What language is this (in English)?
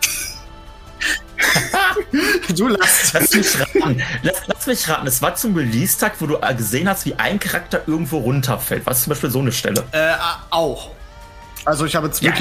German